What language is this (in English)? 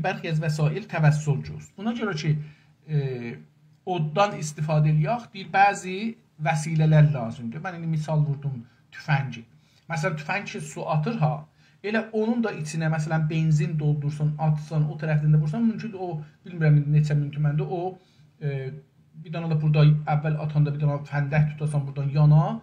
South Azerbaijani